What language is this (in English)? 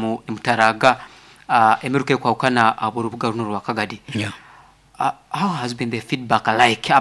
Nyoro